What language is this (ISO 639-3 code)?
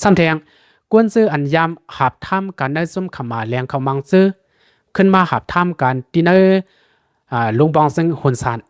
shn